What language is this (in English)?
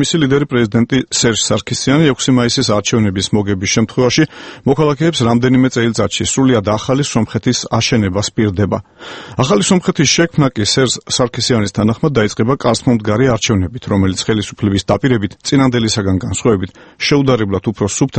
Georgian